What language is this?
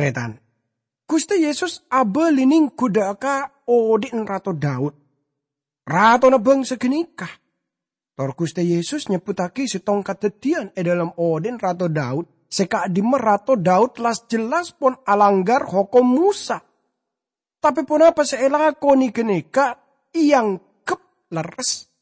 Madurese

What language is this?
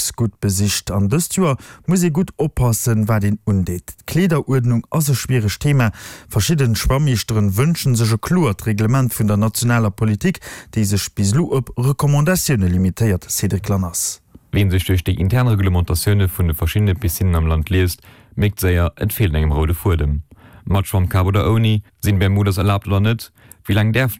Luxembourgish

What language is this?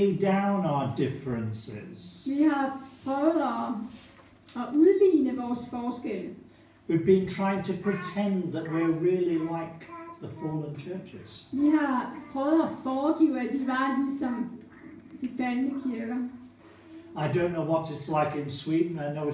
Danish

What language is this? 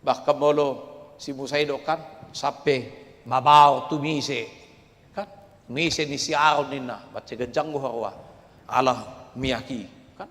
Batak Toba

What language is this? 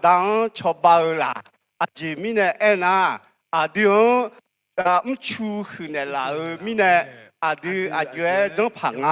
Akha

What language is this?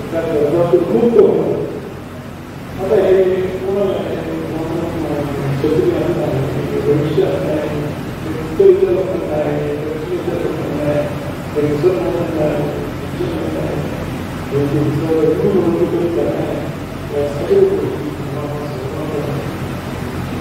Marathi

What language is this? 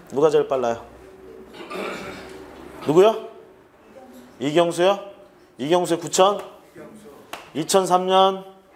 Korean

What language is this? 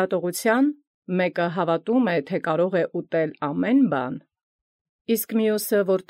Armenian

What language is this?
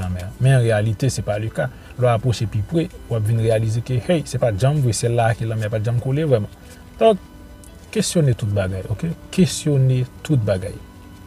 Haitian Creole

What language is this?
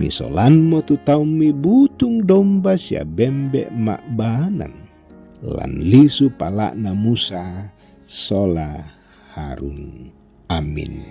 Toraja-Sa'dan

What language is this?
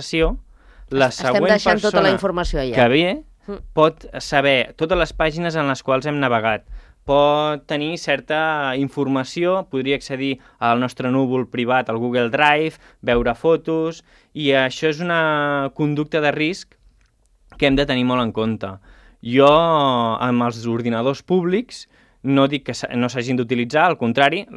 Catalan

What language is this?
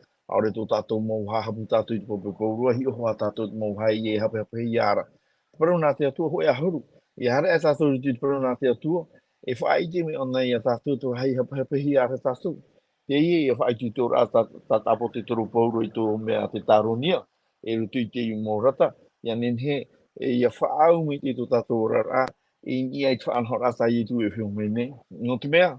Tahitian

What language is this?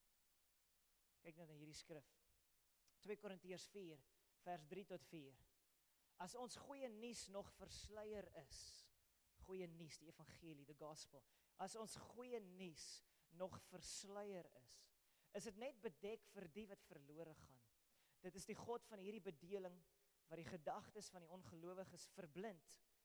Afrikaans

